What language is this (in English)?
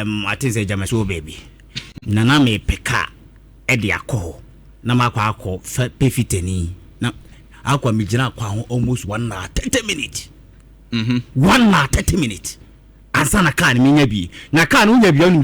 Akan